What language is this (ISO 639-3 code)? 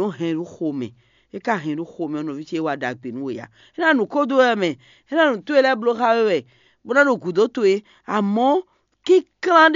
fon